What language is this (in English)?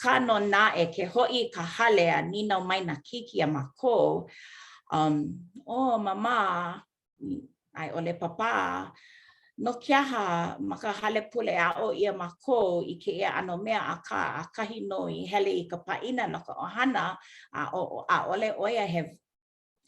Hawaiian